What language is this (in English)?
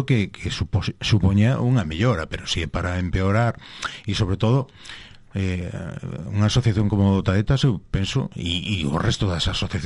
Galician